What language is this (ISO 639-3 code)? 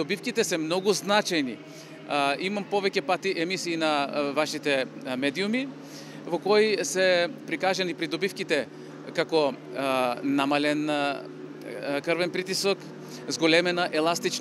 mkd